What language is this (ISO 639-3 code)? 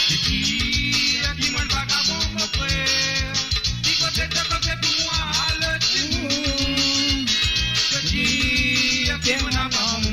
mfe